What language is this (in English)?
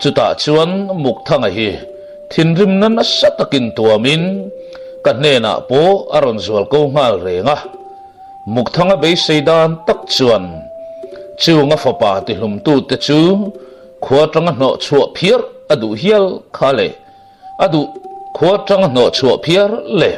Mizo